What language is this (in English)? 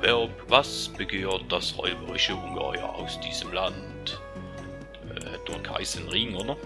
Swiss German